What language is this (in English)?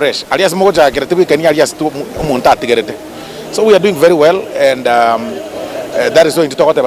Gusii